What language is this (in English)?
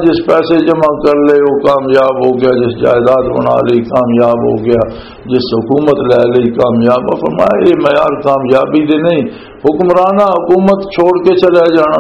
Western Panjabi